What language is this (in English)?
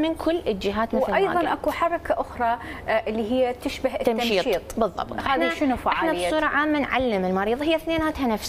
Mesopotamian Arabic